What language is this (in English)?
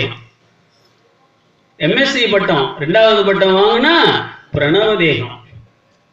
Tamil